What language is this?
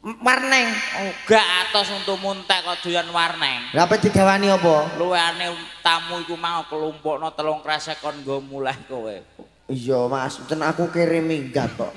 Javanese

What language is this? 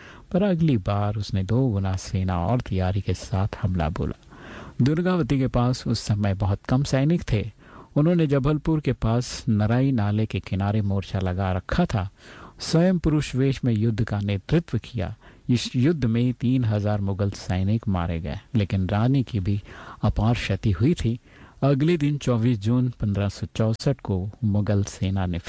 Hindi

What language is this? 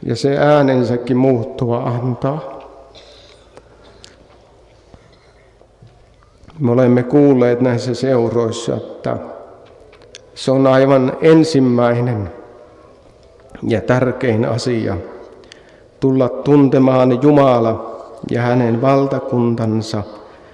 Finnish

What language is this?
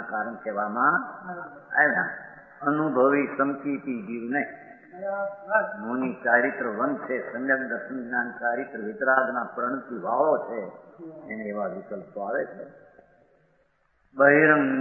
Gujarati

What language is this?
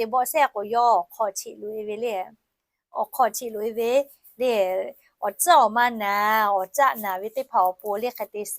Lahu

